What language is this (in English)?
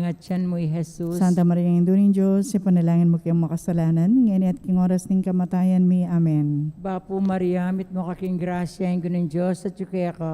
Pampanga